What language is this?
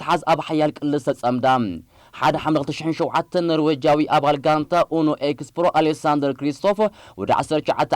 Tigrinya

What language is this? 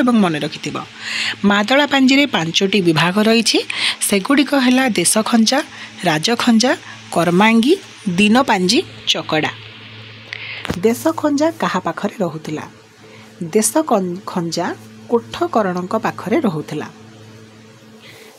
Odia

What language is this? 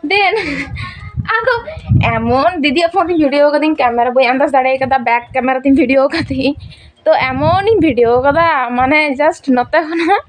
Santali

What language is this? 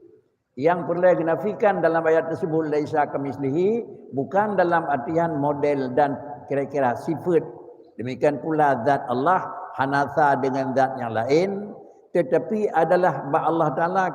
Achinese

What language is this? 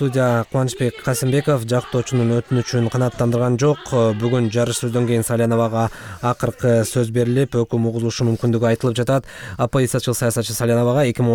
Kyrgyz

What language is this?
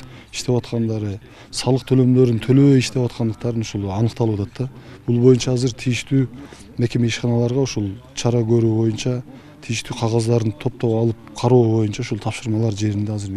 Kyrgyz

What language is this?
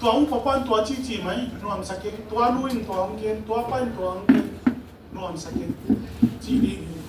Tedim Chin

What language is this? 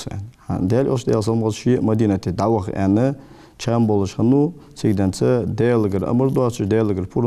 Ingush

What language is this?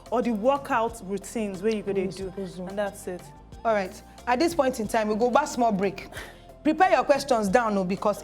Nigerian Pidgin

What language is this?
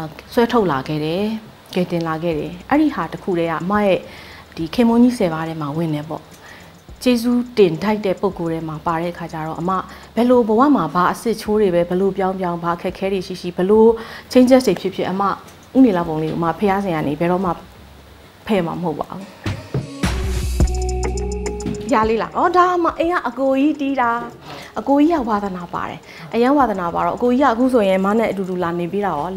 Burmese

